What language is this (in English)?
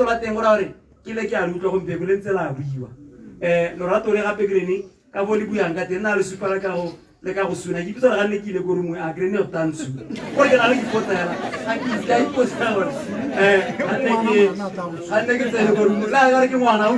Tswana